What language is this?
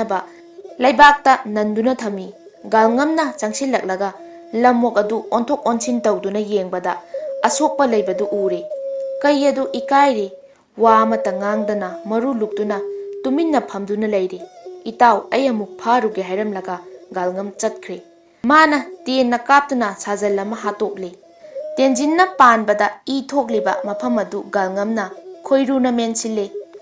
Manipuri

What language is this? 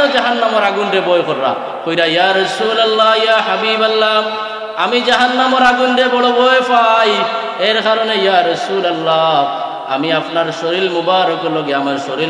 Sylheti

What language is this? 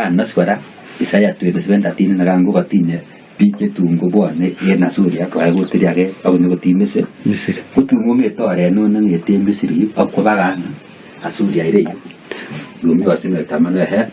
Kalenjin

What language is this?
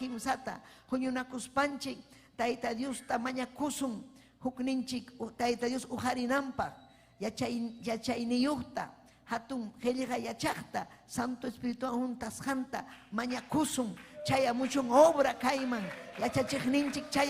Ayacucho Quechua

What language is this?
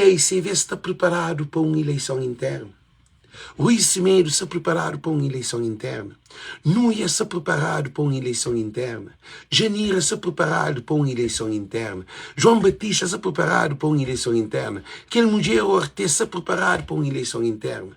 Kabuverdianu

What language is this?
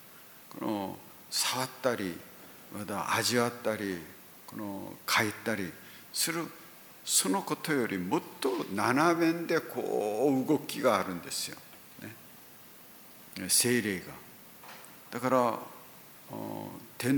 Japanese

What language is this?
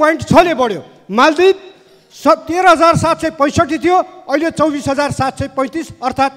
Nepali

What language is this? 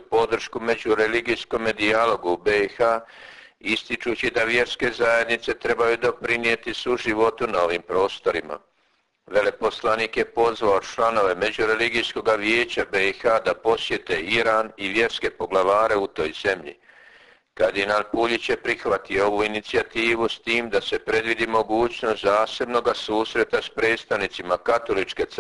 Croatian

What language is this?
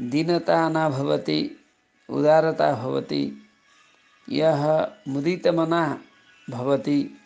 Sanskrit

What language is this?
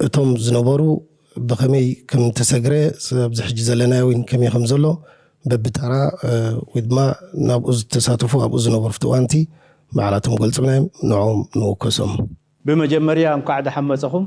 Tigrinya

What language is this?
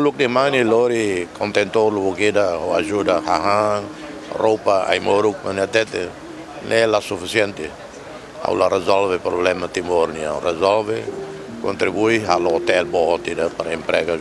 Tetum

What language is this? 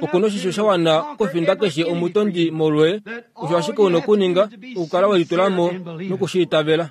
Kuanyama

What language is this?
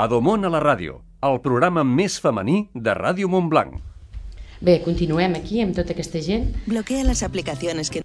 Catalan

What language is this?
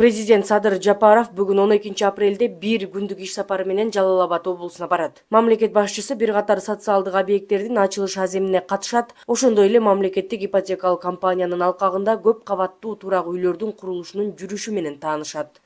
Kyrgyz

